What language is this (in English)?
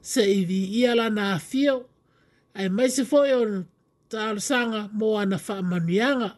Samoan